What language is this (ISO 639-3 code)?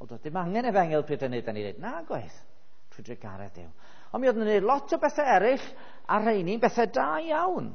cym